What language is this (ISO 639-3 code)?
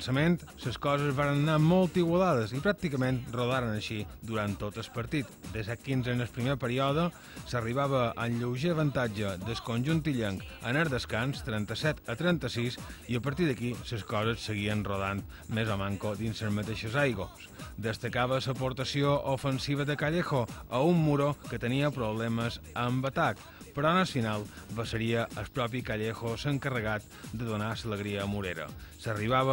cat